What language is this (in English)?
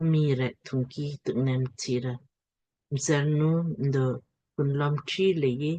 Lamkang